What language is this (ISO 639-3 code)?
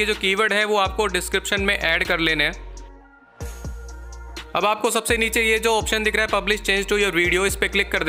hin